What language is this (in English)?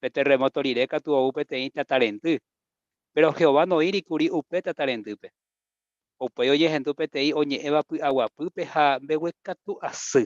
Guarani